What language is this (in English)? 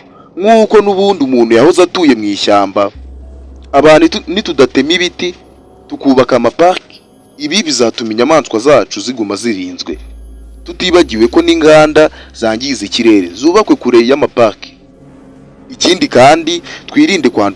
Kinyarwanda